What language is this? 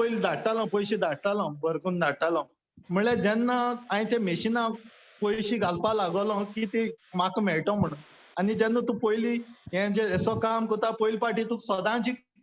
Konkani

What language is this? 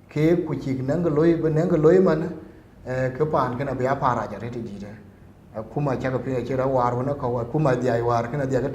Dinka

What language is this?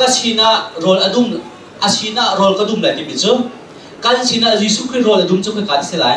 Hakha Chin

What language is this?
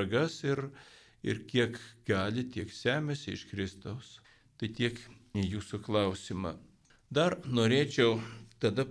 Lithuanian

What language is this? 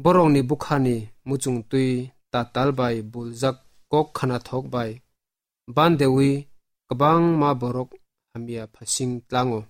Kok Borok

